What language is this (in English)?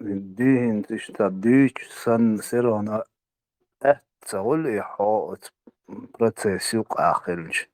Chechen